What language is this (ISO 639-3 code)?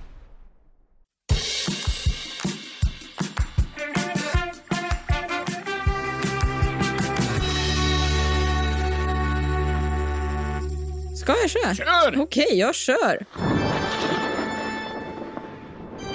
swe